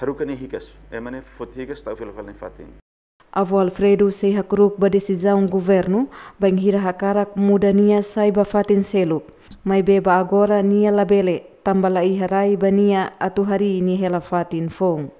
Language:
Tetum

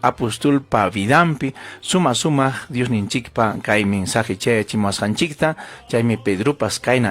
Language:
Ayacucho Quechua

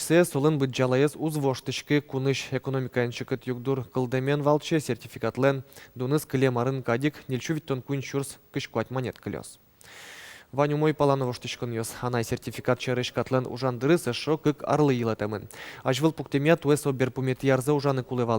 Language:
Udmurt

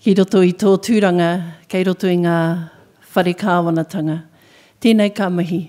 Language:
Māori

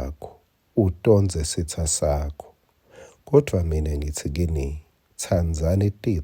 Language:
Swati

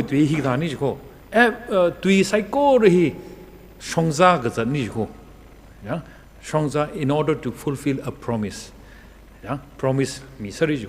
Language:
Tangkhul Naga (India)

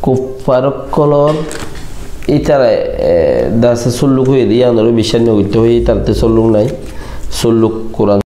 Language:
Rohingya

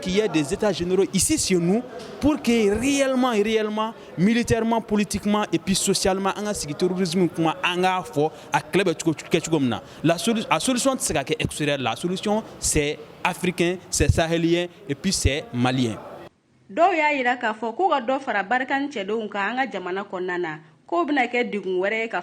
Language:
Bambara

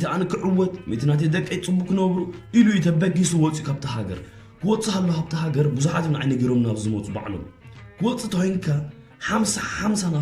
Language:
Tigrinya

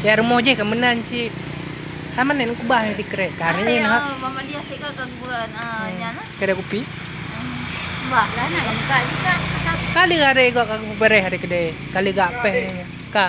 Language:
Achinese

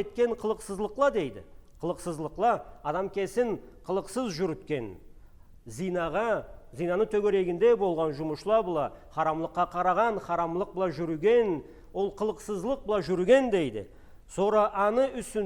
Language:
Karachay-Balkar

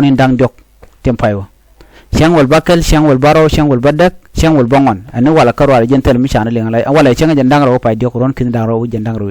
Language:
Nuer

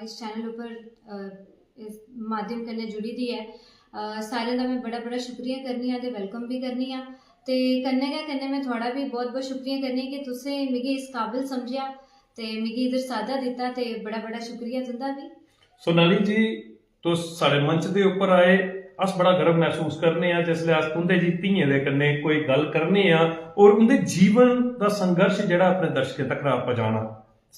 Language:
Dogri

